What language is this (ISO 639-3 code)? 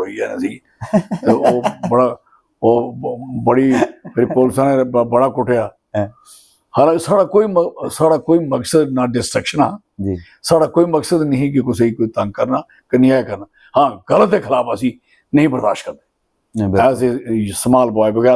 doi